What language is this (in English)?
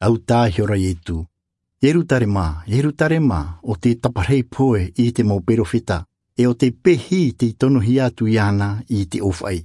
Tahitian